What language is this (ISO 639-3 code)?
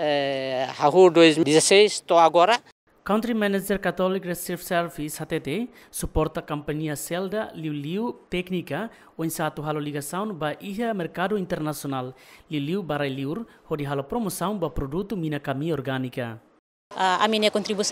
tet